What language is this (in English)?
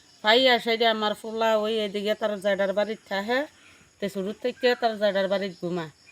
Kok Borok